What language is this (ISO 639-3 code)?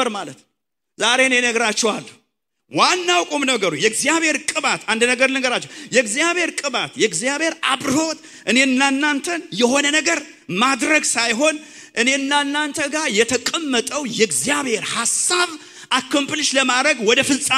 amh